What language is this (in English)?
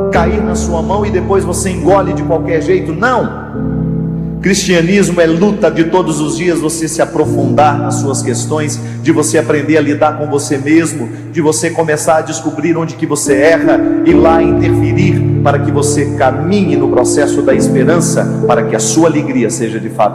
Portuguese